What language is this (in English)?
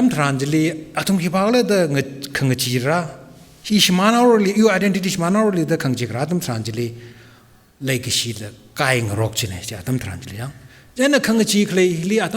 Tangkhul Naga (India)